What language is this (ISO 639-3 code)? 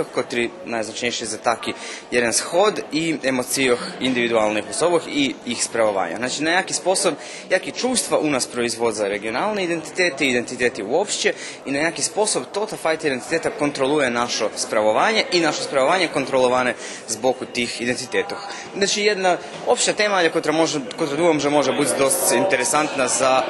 rue